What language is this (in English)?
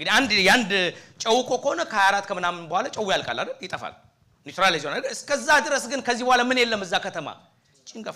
Amharic